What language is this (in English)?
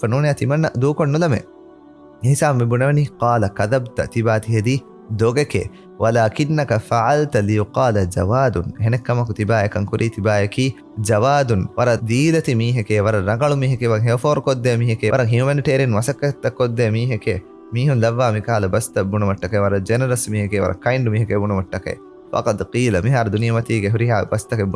Divehi